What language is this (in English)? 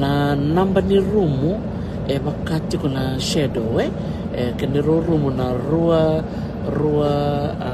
Fijian